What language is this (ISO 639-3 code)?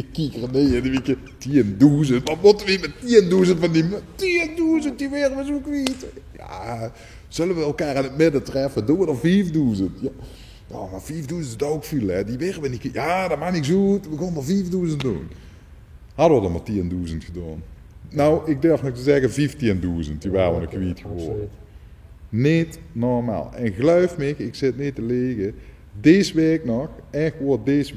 lim